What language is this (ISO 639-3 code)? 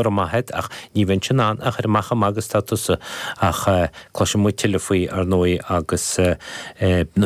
gle